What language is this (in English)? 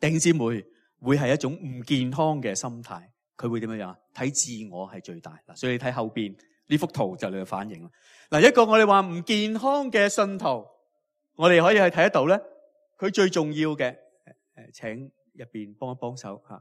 Cantonese